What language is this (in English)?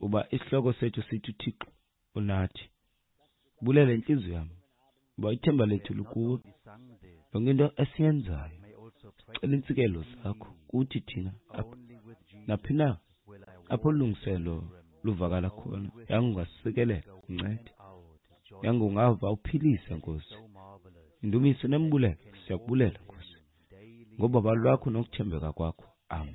Xhosa